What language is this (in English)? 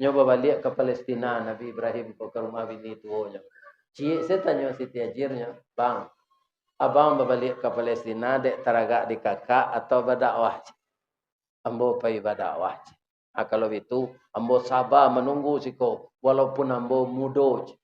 Minangkabau